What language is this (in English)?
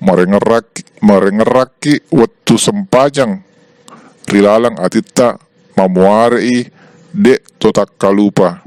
Buginese